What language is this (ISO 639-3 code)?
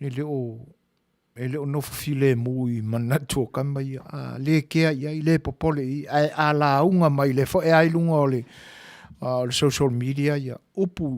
smo